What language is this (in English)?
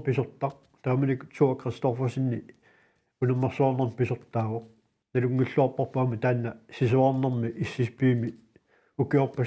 Kalaallisut